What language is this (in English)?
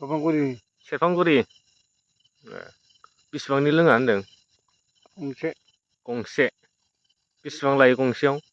Bodo